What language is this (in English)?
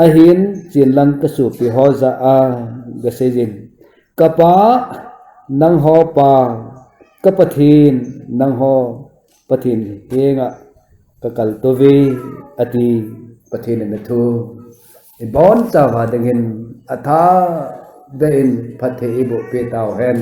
Thado Chin